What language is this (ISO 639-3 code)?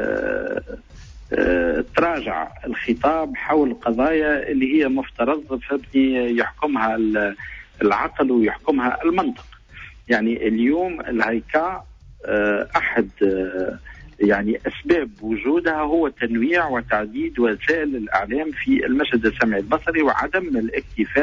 aeb